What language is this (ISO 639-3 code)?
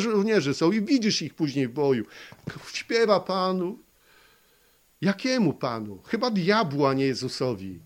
pol